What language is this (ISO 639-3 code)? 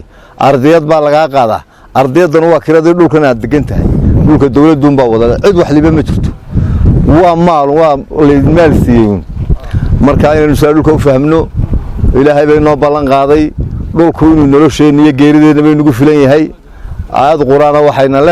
som